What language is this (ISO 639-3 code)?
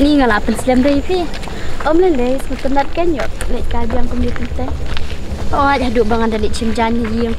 kha